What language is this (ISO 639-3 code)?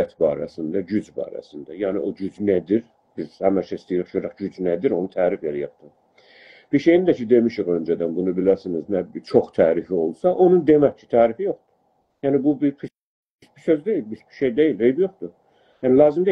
azb